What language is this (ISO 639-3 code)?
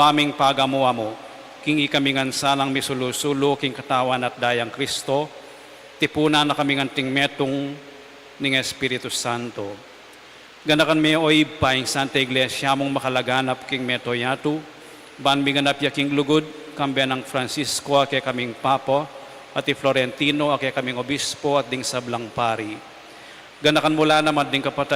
pam